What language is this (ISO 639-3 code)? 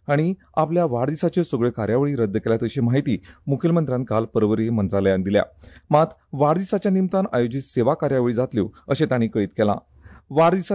kok